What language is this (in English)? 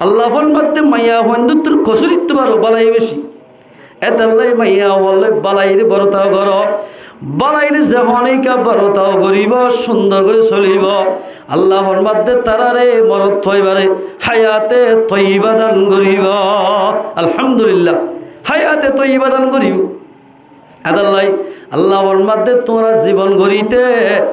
Rohingya